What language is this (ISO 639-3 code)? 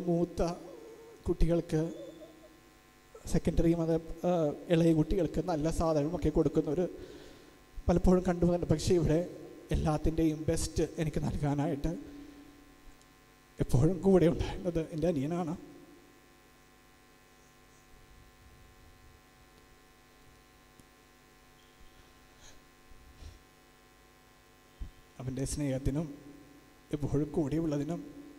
mal